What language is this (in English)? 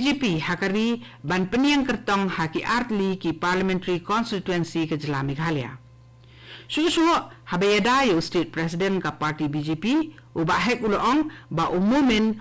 Khasi